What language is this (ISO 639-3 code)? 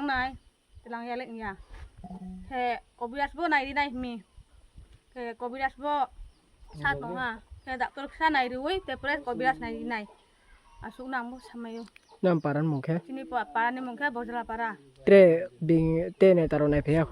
ria